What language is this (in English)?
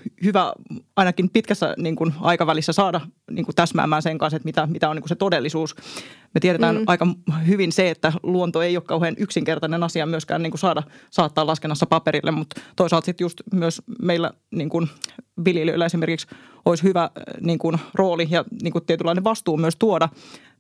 Finnish